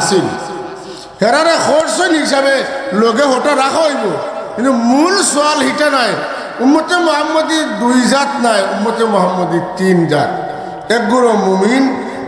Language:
Sylheti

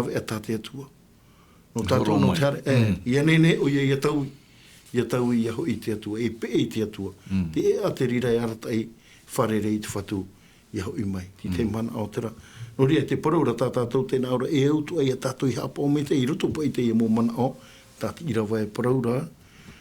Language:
Tahitian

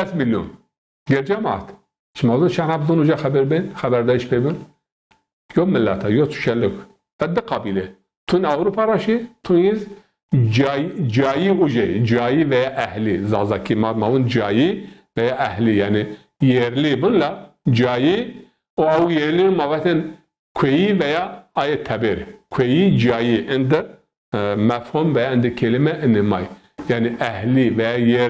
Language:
Zaza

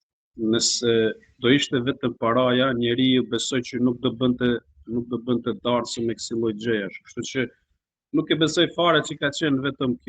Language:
Albanian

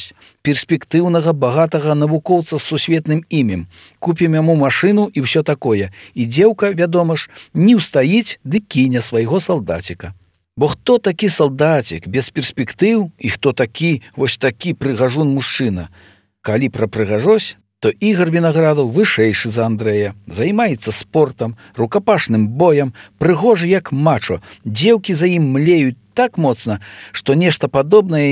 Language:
Belarusian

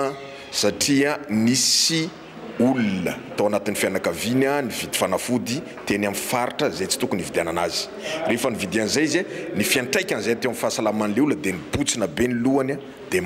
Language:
Malagasy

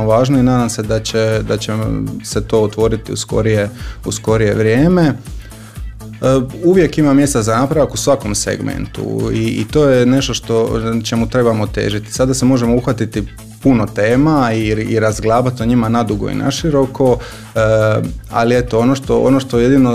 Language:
Croatian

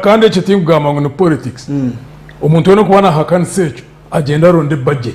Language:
Nyankole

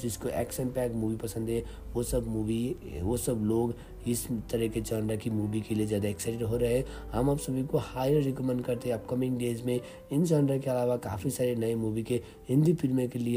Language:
Hindi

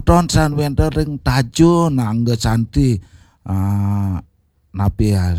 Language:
Balinese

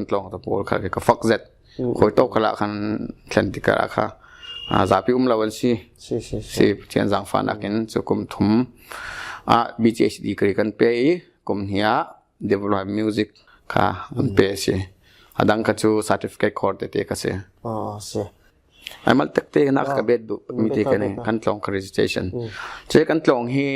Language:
Falam Chin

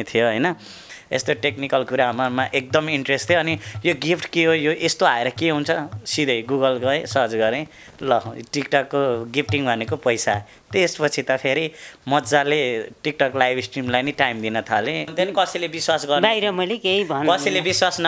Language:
Nepali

